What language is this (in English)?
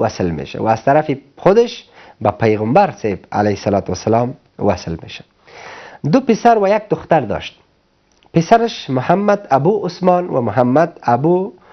Persian